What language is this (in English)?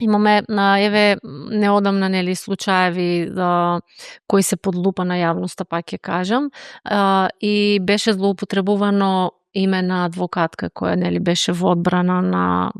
Macedonian